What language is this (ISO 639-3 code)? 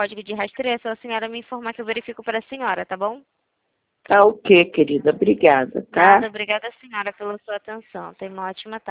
por